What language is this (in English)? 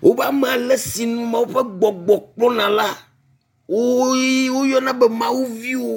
Ewe